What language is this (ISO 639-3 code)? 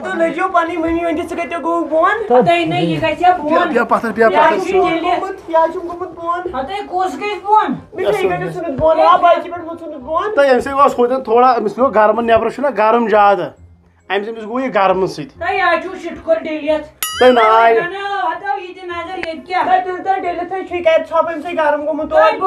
kas